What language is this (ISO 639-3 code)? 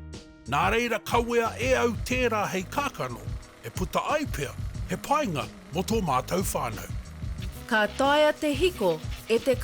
mri